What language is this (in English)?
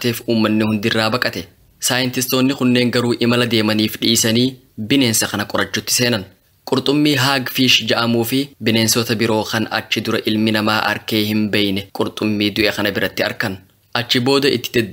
Oromo